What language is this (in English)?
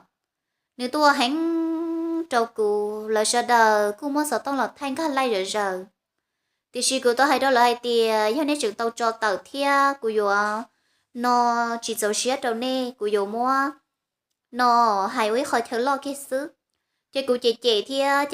Hmong